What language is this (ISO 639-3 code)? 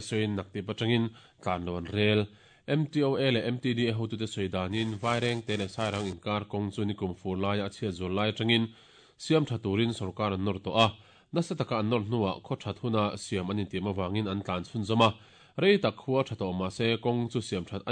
lus